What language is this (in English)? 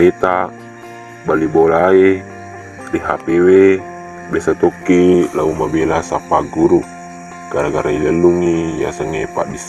Buginese